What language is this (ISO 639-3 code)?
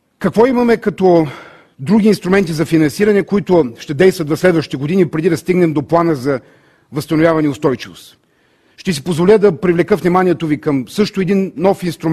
bul